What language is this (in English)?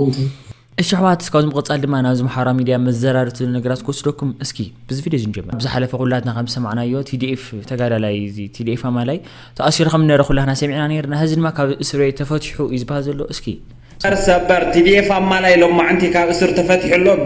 Tigrinya